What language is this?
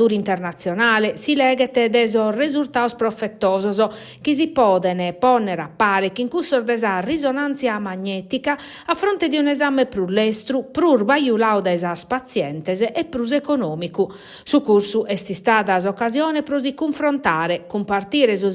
Sardinian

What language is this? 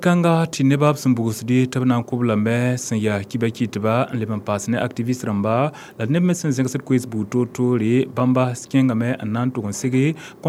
Mossi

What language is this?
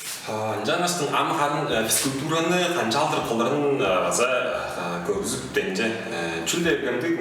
Tuvinian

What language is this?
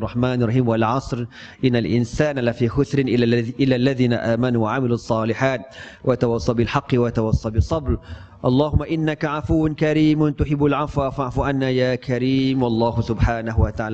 Malay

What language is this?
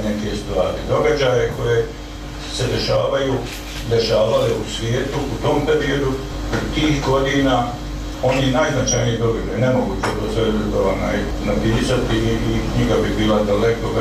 Bosnian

